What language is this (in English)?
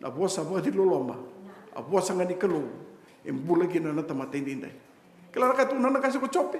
Fijian